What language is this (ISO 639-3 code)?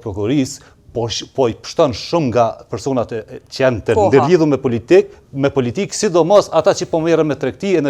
sqi